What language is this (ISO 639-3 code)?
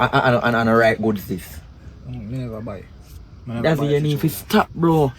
jam